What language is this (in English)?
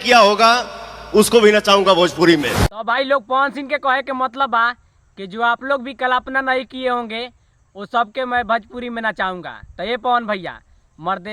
Bhojpuri